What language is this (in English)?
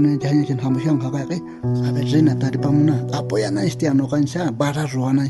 South Bolivian Quechua